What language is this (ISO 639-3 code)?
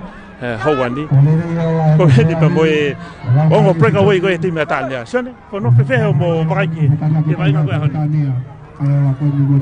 ton